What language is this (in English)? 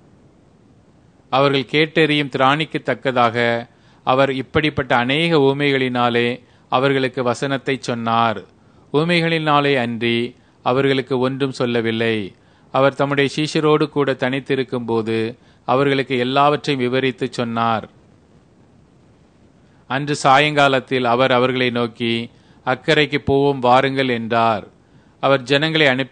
Tamil